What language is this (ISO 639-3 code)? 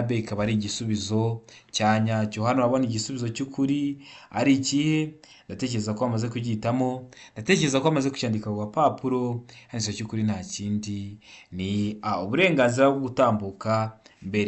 kin